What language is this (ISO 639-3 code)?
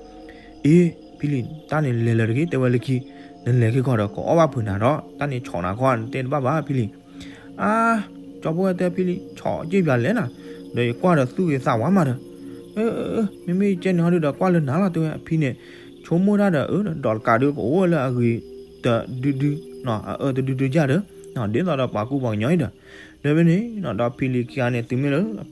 ksw